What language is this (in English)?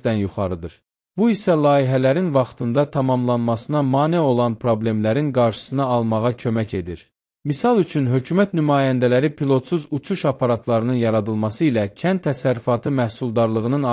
Azerbaijani